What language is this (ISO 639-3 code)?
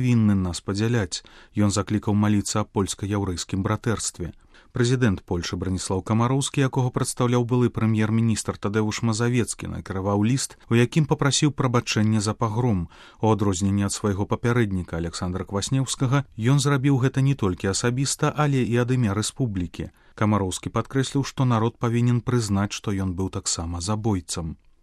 bel